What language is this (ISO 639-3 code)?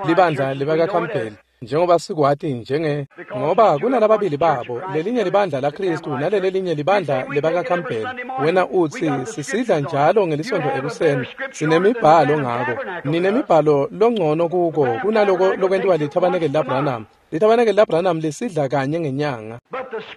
ssw